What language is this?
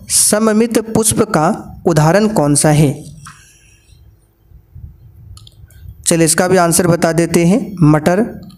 Hindi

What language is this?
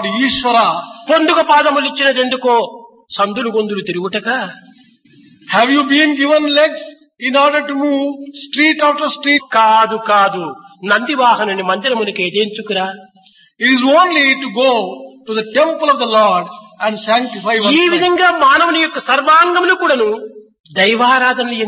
Telugu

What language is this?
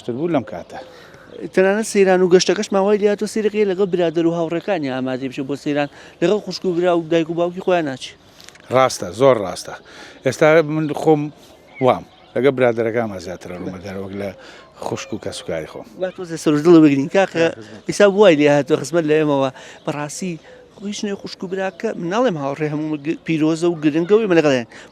Central Kurdish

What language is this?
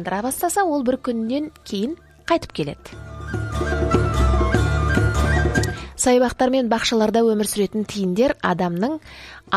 Kazakh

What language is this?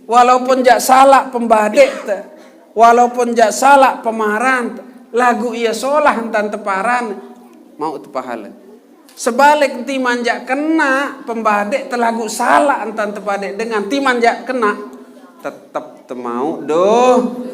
Sasak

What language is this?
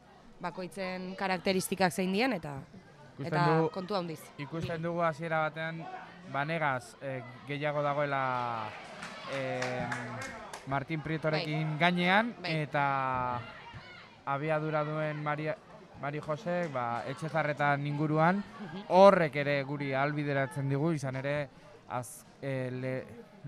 Basque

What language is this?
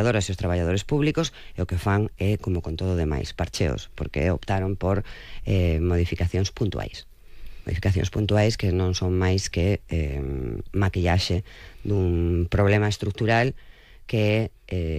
Galician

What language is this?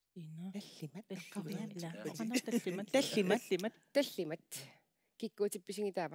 Kalaallisut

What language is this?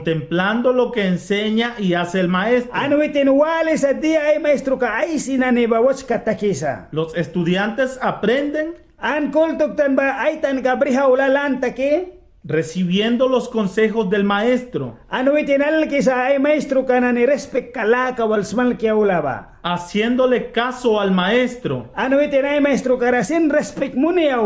Mískito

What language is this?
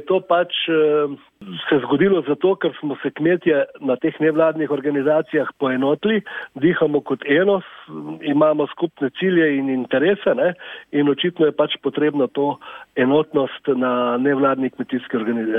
Slovenian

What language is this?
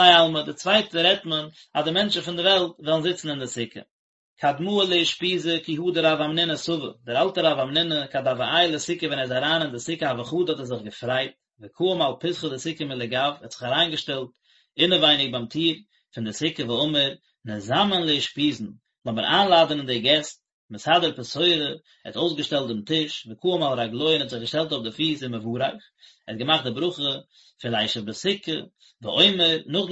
Yiddish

